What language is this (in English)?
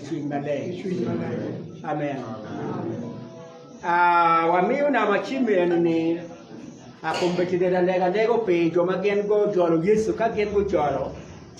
Acoli